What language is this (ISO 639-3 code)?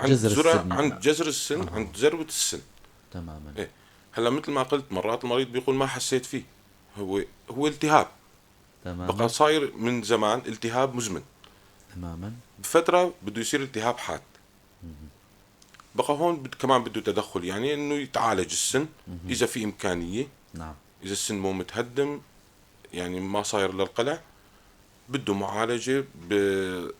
apc